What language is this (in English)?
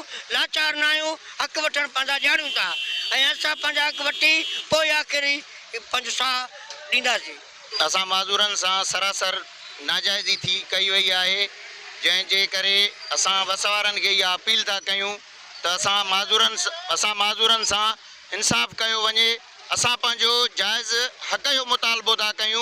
Sindhi